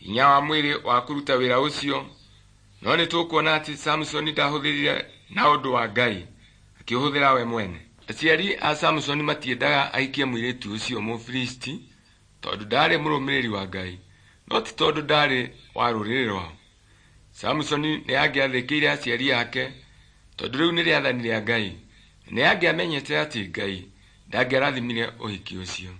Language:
Kikuyu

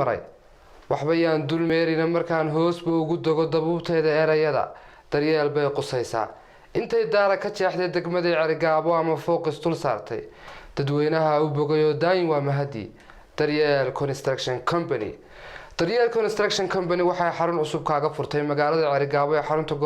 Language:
Somali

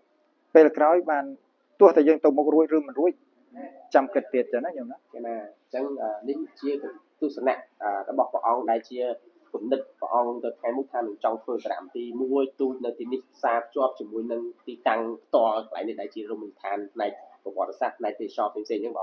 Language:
Khmer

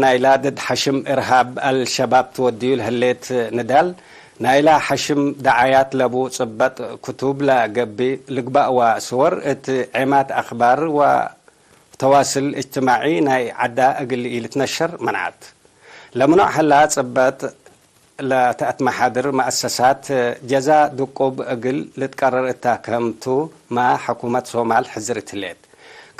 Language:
Tigre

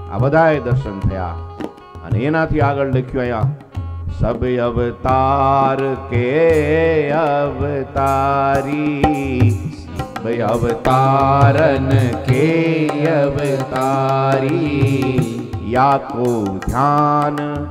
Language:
Gujarati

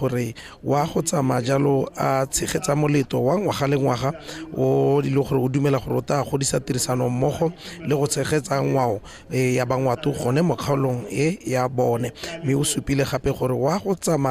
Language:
Tswana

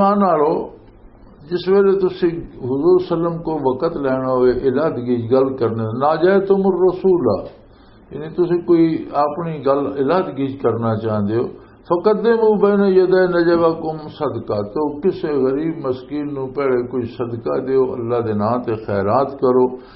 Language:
Western Panjabi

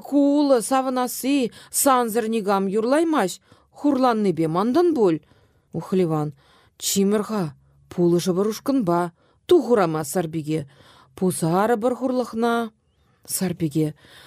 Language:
Chuvash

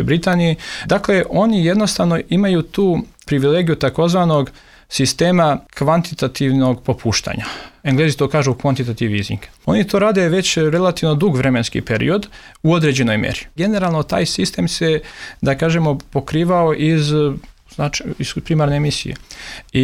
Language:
Serbian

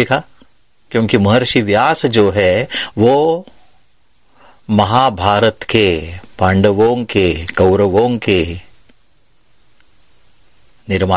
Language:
Hindi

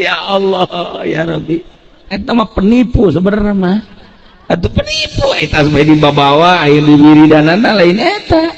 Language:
Sundanese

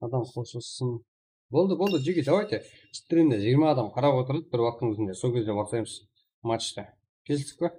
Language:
Kara-Kalpak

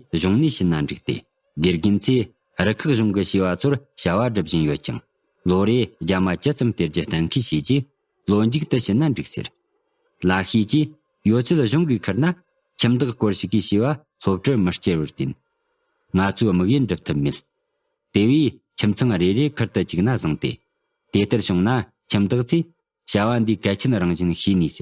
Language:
Tibetan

